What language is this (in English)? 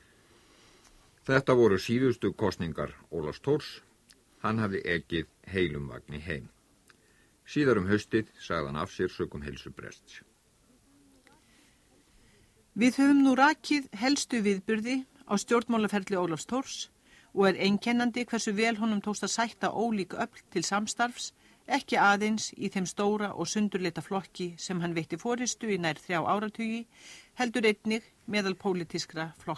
Icelandic